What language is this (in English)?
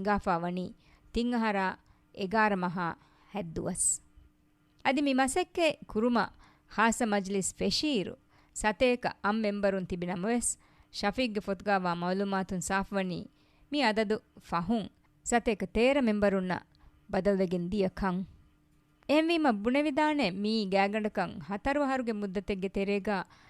Divehi